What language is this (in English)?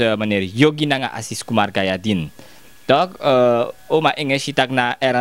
Sranan Tongo